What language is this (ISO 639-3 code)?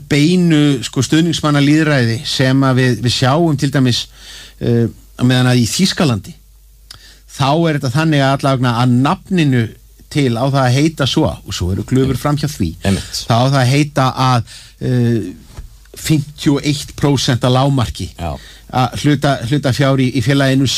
isl